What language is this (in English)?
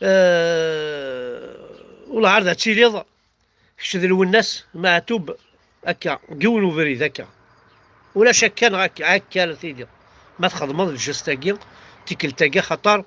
Kabyle